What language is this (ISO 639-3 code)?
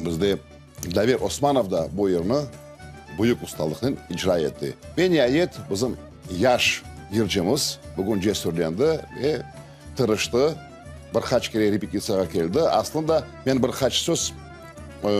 crh